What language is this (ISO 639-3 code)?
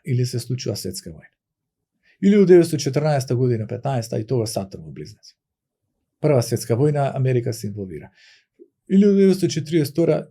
mkd